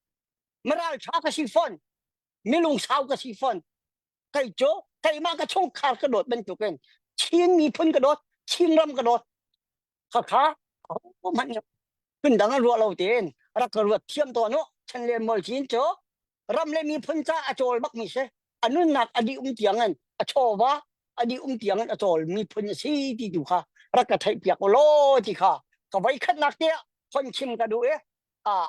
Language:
Hakha Chin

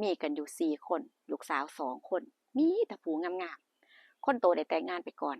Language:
Northeastern Thai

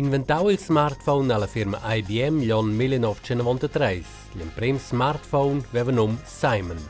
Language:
Romansh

